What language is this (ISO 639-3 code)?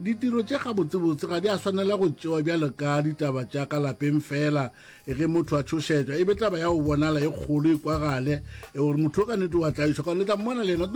nso